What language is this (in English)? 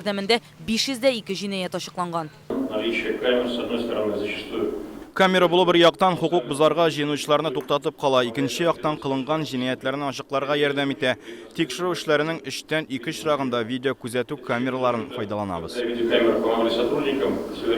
Tatar